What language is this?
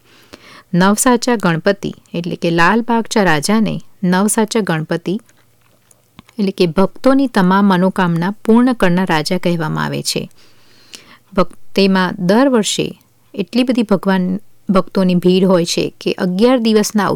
Gujarati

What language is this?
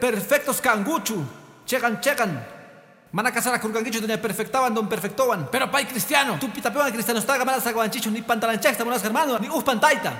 Quechua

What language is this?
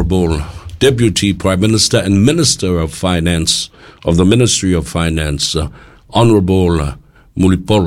Samoan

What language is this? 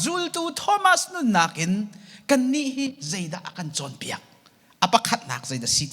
Hakha Chin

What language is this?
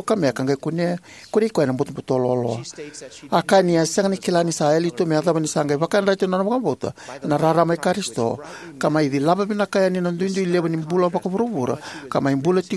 Fijian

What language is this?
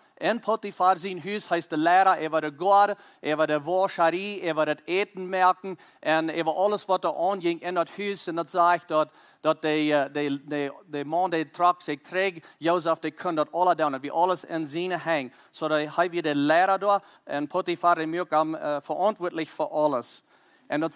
Plautdietsch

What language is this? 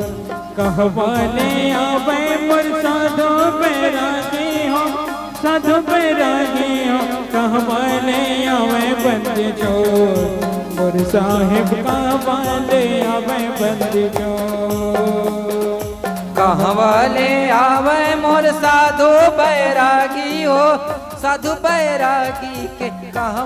Chhattisgarhi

